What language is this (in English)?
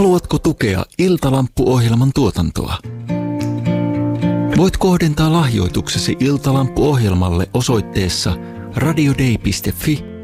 Finnish